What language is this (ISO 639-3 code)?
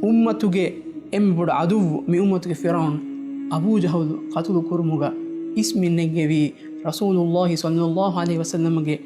div